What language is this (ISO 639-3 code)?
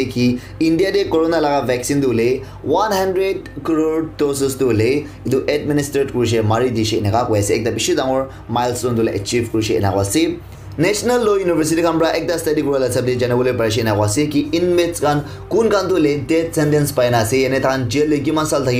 nag